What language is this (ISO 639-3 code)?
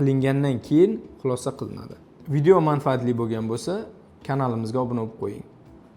uzb